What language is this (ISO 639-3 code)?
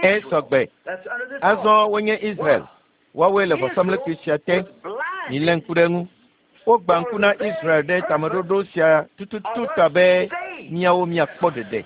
ewe